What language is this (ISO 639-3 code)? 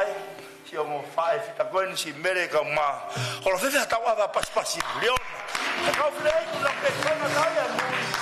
ton